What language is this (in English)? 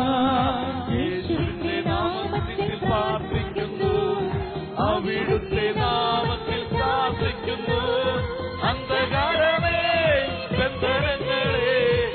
Malayalam